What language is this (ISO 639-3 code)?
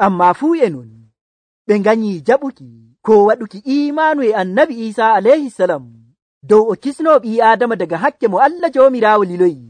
fuv